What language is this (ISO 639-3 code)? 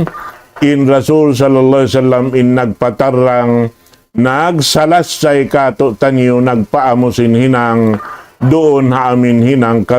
tsg